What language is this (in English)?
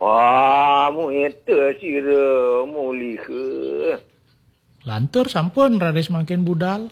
Balinese